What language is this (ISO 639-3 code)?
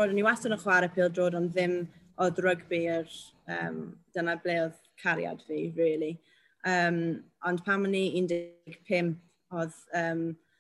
cym